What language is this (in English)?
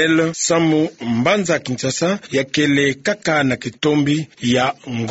Kituba (Democratic Republic of Congo)